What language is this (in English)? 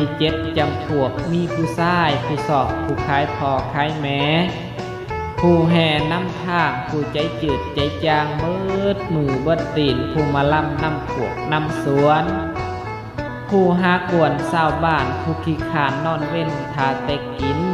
Lao